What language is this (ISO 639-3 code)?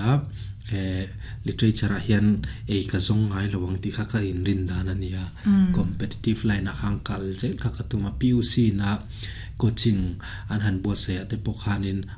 lus